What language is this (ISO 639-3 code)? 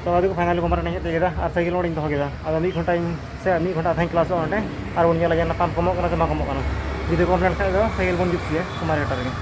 sat